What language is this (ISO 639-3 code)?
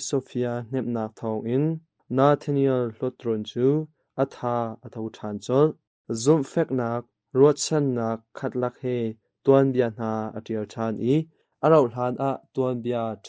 cnh